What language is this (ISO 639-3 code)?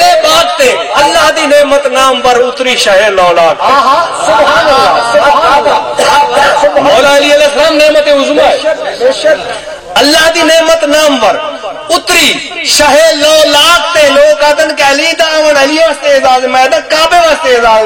skr